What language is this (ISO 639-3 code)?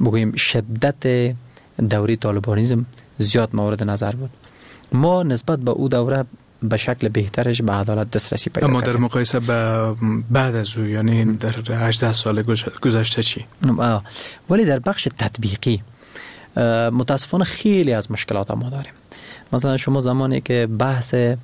fas